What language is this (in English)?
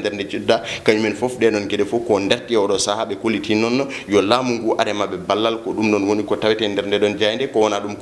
Fula